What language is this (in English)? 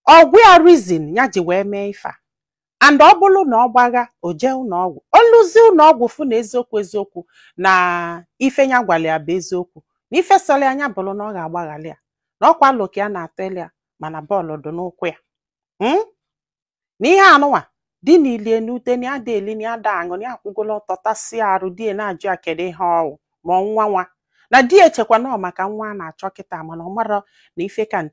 Igbo